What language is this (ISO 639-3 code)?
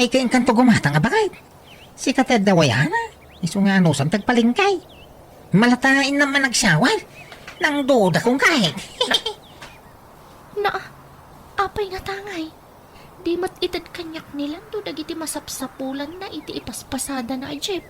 ilo